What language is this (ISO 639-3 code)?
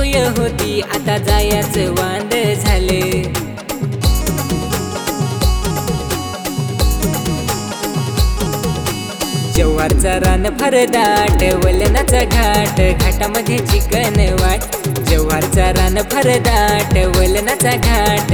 mar